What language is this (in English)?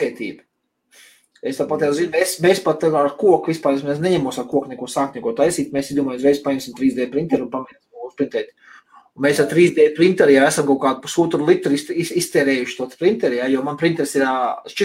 Latvian